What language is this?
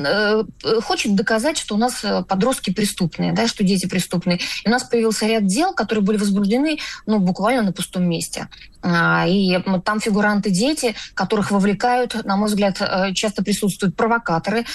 Russian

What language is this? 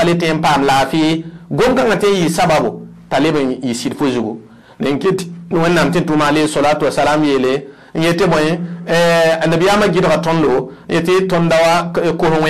Mossi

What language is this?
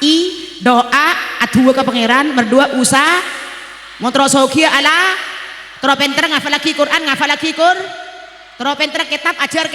Madurese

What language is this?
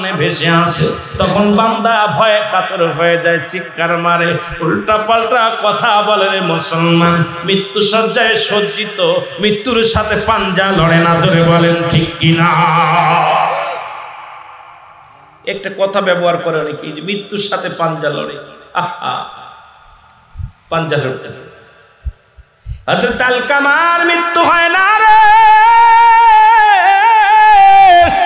Bangla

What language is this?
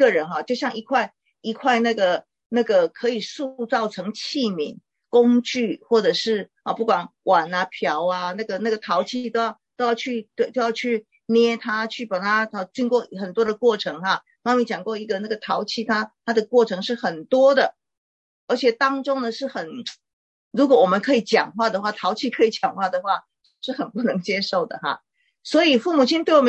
Chinese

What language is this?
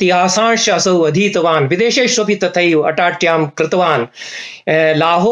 Sanskrit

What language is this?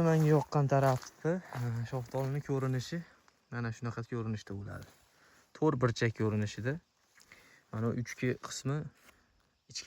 Uzbek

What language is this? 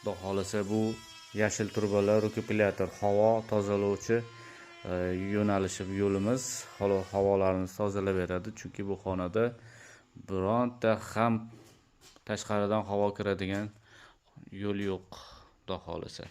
Uzbek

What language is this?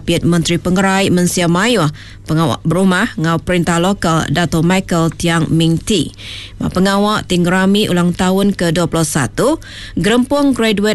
Iban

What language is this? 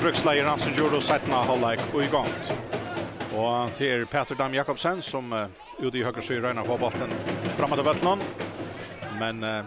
Faroese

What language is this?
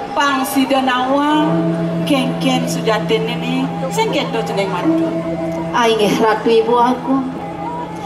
Balinese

